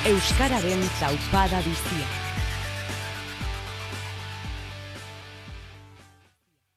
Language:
Basque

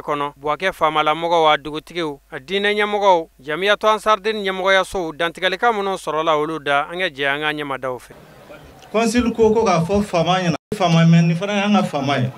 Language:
Bambara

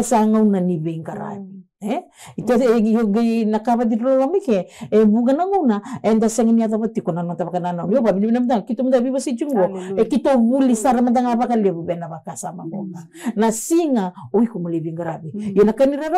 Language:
Fijian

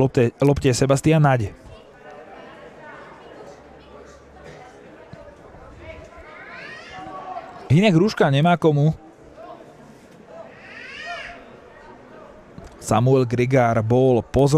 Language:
Slovak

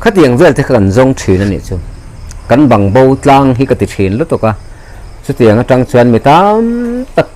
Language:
Mizo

